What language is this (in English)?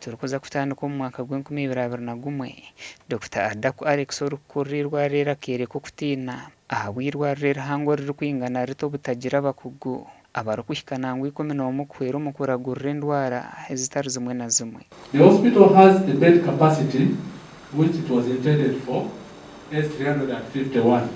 Nyankole